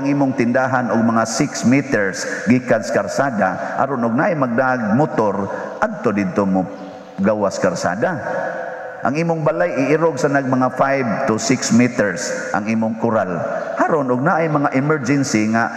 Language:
Cebuano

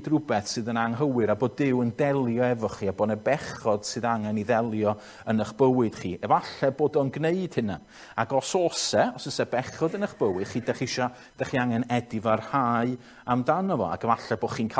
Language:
Welsh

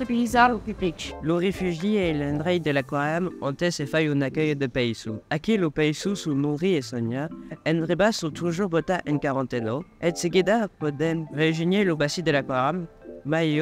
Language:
Occitan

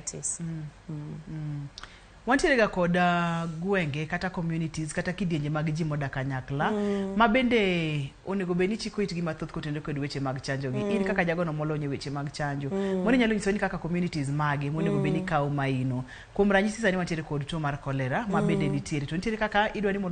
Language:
Luo (Kenya and Tanzania)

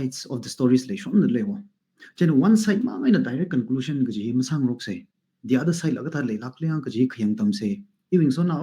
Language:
Tangkhul Naga (India)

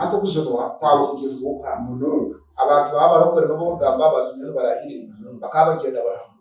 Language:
Nyankole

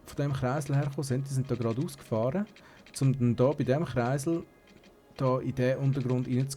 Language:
Swiss German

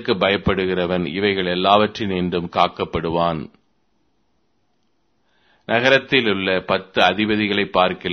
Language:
Tamil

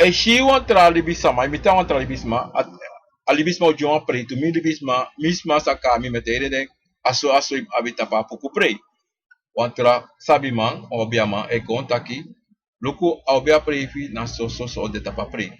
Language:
Sranan Tongo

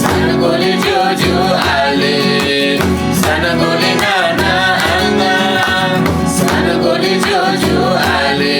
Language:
Eastern Tamang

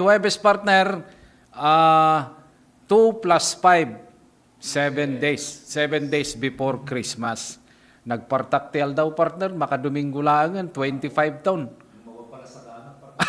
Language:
Iloko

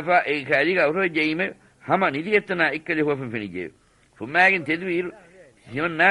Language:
Divehi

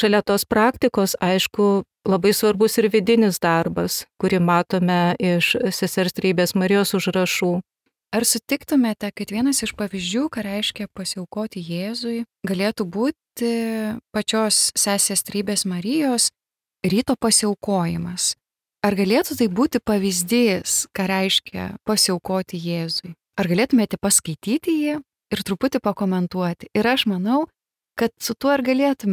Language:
Lithuanian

